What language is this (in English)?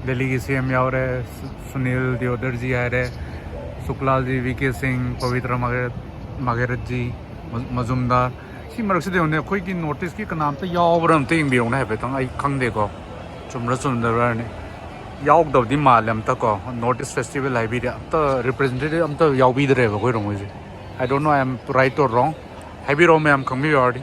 Manipuri